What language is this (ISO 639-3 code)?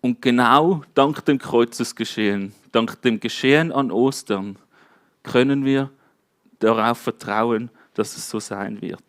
gsw